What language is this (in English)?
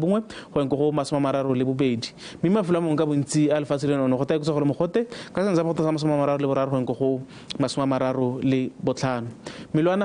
Tswana